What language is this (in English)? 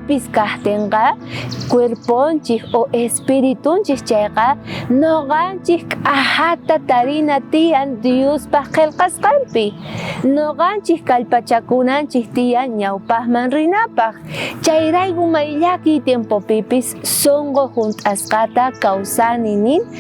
South Bolivian Quechua